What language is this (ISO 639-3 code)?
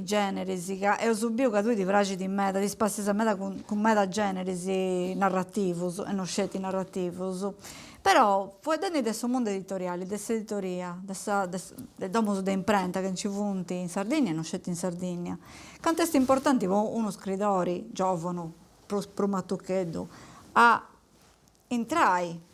srd